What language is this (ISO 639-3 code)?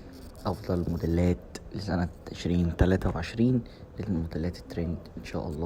arz